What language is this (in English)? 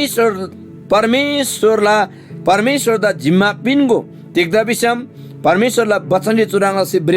Eastern Tamang